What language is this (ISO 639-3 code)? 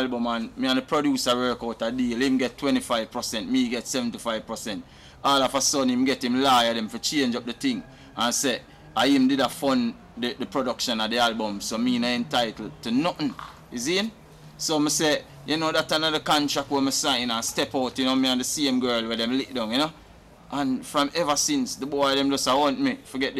jam